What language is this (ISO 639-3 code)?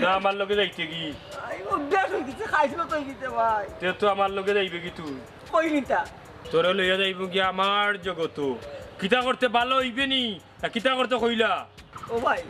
syl